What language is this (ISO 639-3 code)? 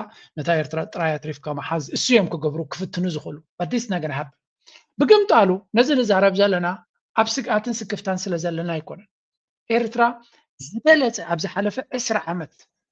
tir